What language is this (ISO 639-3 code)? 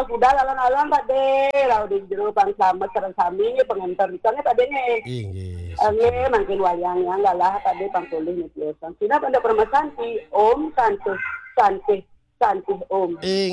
ban